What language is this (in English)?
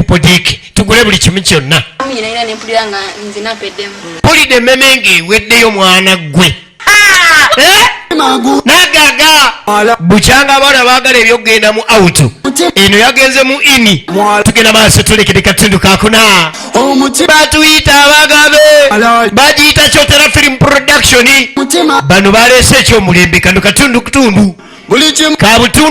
Ganda